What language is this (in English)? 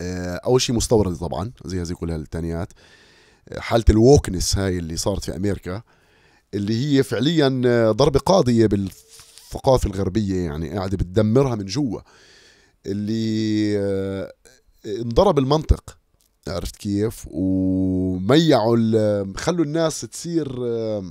North Levantine Arabic